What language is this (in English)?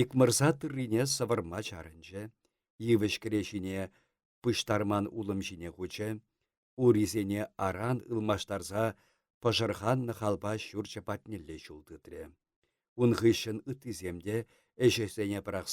Chuvash